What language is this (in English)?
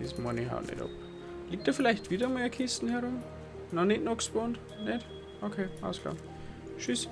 Bavarian